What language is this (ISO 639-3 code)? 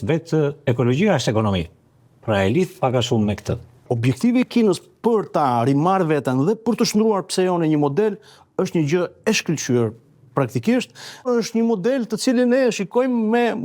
sqi